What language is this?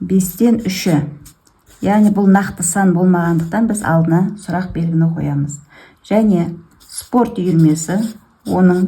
Kazakh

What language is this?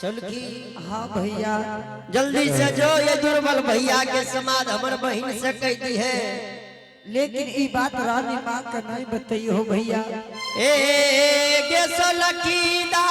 Angika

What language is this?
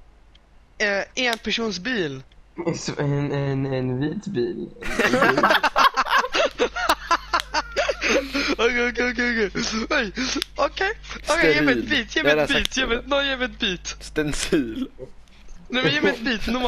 Swedish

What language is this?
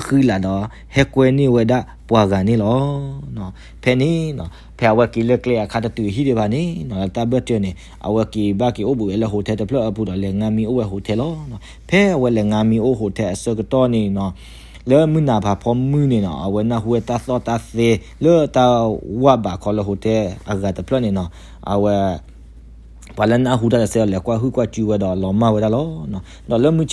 S'gaw Karen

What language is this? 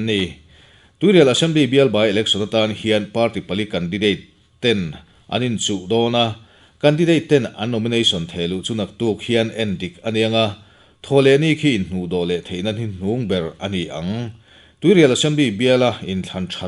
Mizo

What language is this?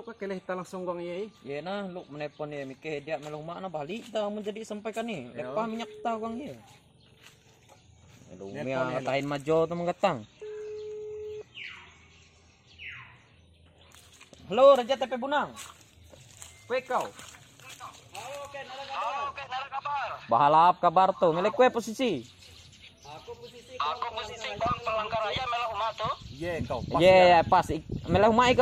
Ngaju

